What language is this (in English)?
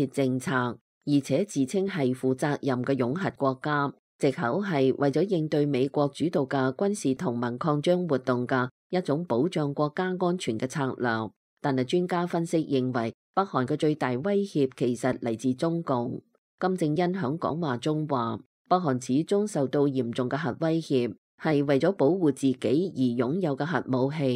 Cantonese